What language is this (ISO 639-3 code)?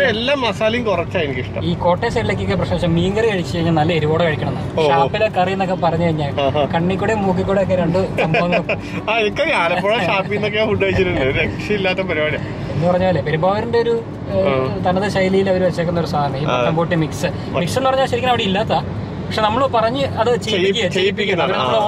mal